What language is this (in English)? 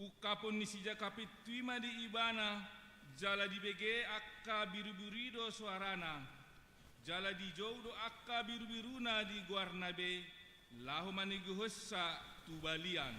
Batak Toba